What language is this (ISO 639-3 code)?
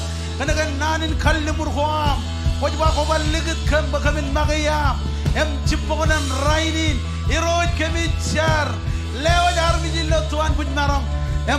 mah